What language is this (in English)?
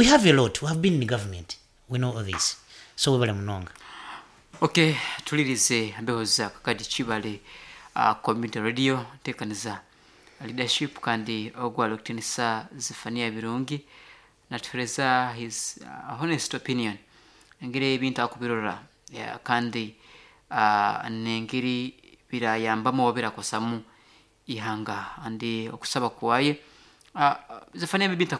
Nyoro